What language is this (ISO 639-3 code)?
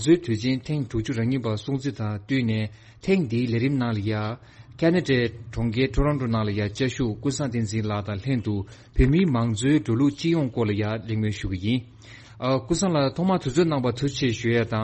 bod